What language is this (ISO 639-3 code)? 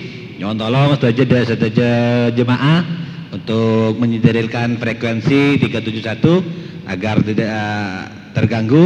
mad